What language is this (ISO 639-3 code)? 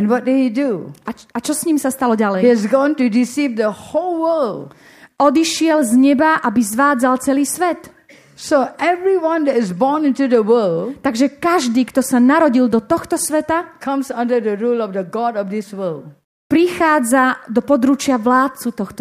slk